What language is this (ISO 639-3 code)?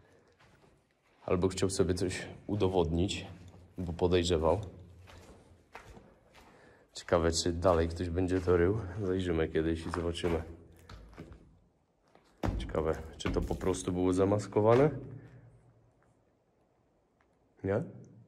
pol